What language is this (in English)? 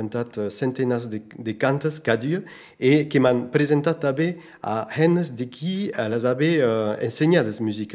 Occitan